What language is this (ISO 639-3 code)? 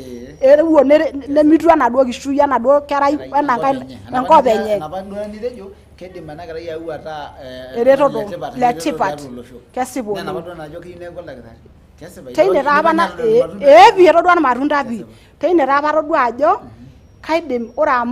mas